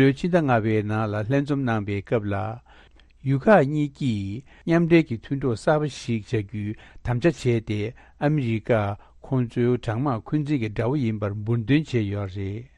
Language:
Tibetan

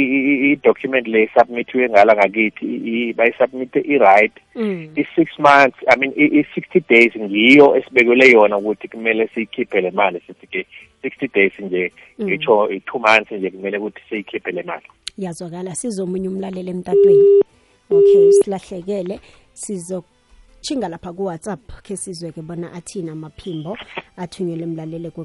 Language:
South Ndebele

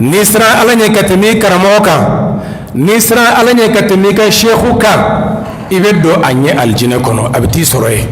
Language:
Bambara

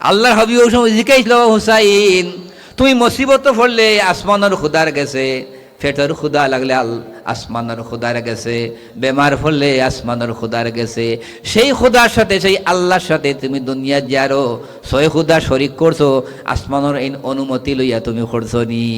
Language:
Sylheti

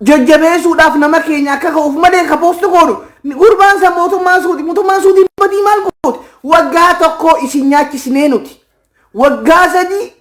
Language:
Oromo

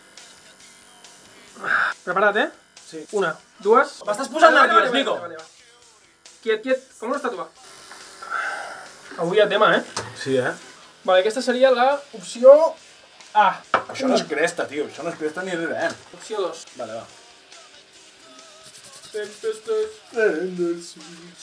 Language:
Catalan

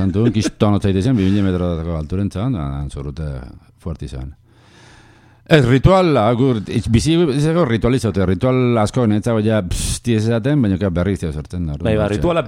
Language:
Basque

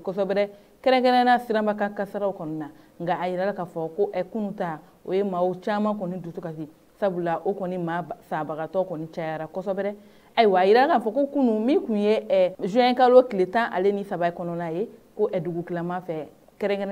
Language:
Bambara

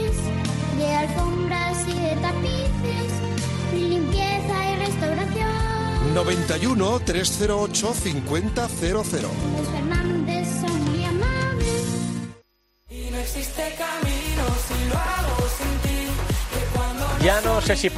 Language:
Spanish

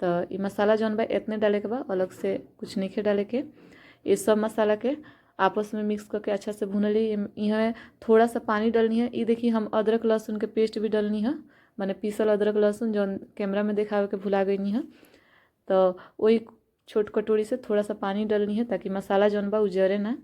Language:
Bhojpuri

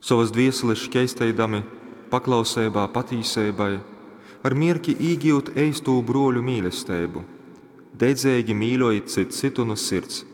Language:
Latgalian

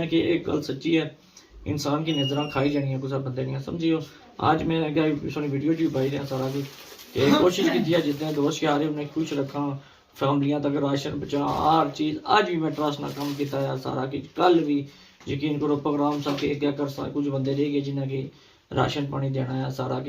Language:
Pahari-Potwari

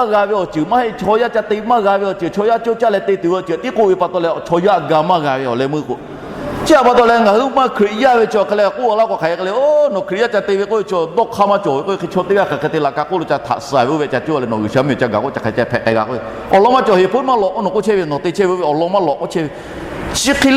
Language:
Lahu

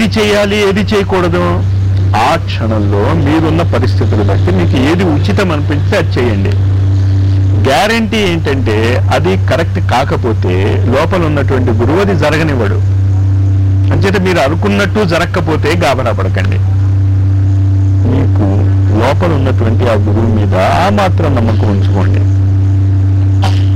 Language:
Telugu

